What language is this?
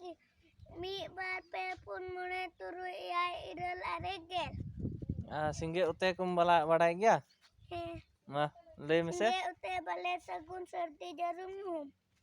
Santali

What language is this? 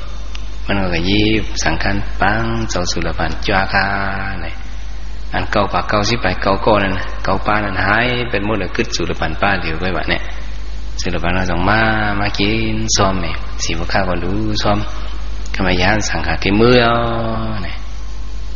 Shan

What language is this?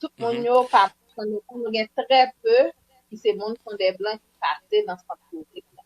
Haitian Creole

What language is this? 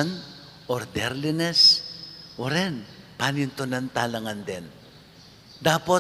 Pampanga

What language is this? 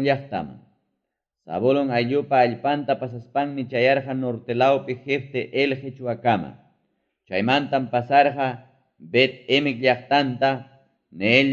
Ayacucho Quechua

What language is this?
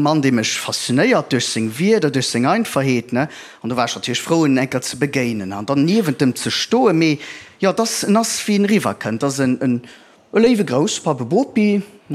Luxembourgish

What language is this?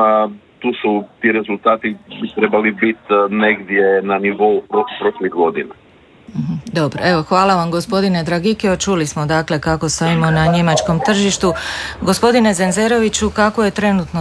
Croatian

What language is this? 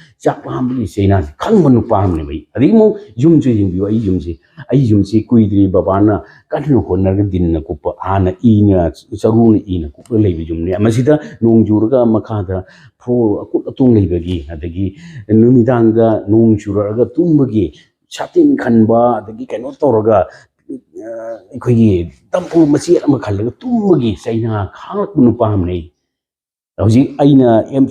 Manipuri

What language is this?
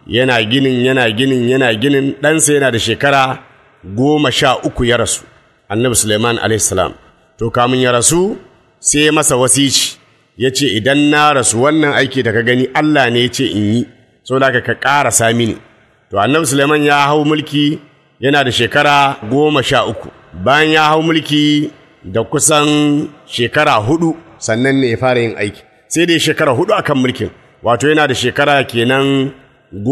Hausa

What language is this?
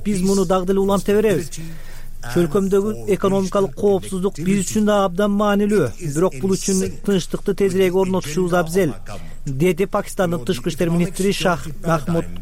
Kyrgyz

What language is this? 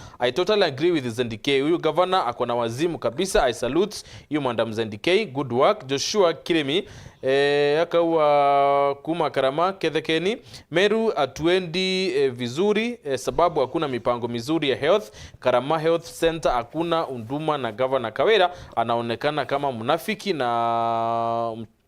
Meru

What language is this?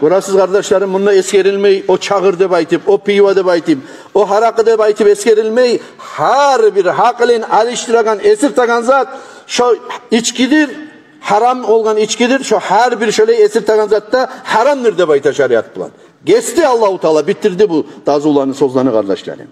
Kumyk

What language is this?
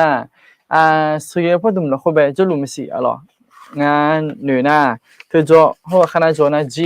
Akha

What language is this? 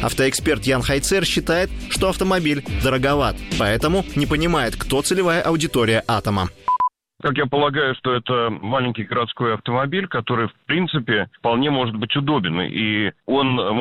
Russian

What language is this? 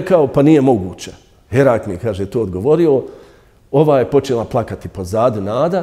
Bosnian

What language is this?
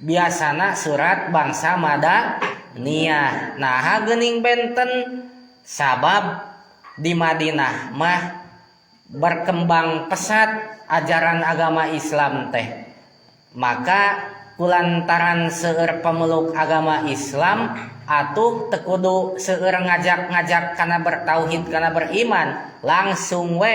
Sundanese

